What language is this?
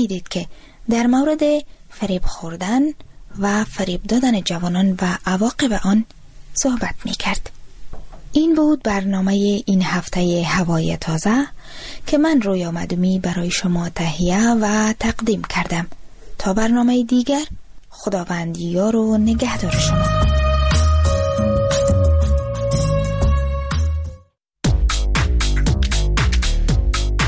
Persian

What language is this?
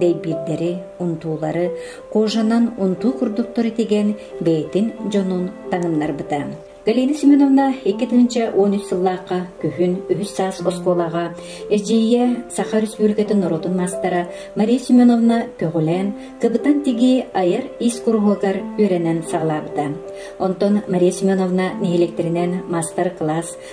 Yakut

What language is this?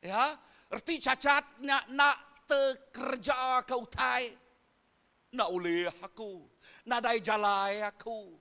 Iban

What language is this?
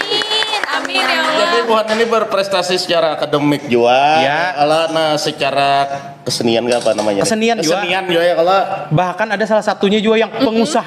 Banjar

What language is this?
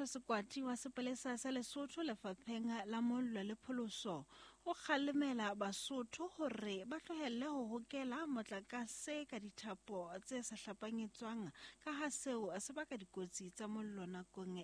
Southern Sotho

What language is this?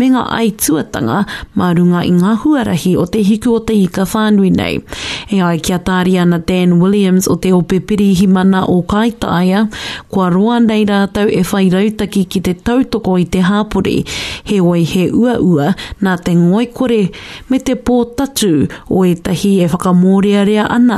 Māori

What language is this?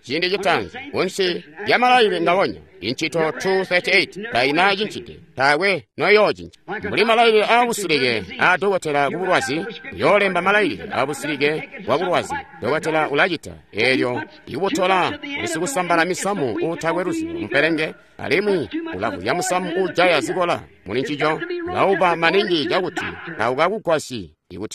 Tonga (Zambia)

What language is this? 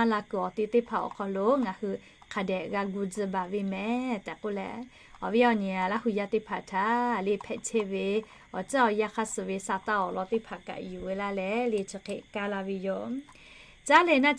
Lahu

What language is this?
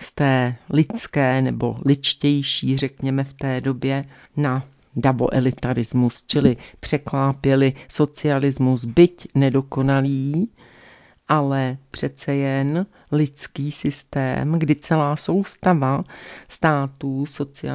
Czech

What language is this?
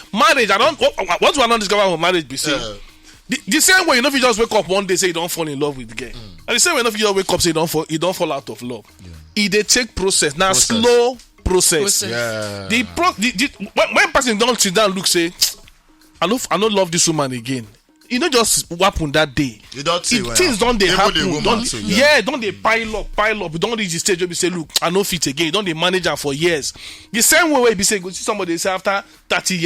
Nigerian Pidgin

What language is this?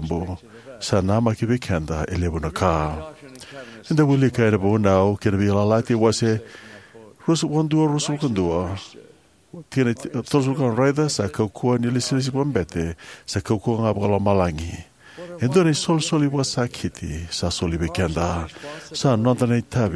Fijian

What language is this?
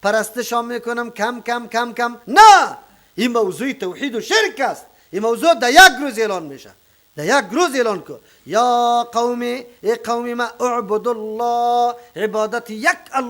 Persian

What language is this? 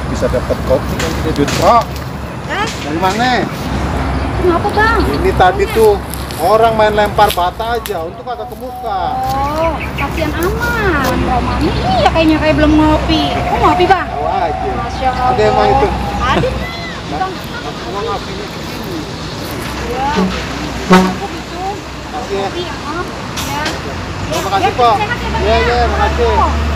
Betawi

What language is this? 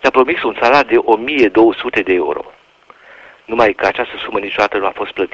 Romanian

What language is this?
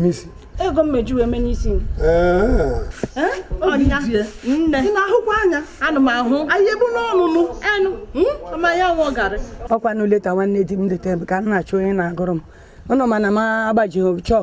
Igbo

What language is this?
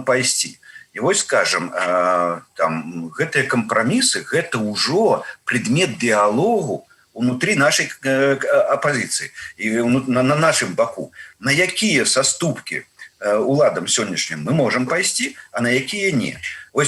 Belarusian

